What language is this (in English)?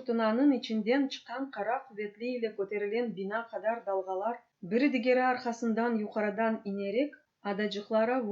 Crimean Tatar